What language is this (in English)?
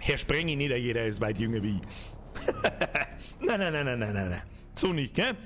Bavarian